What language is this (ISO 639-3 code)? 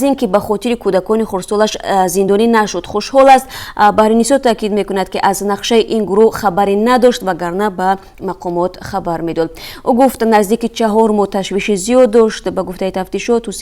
tgk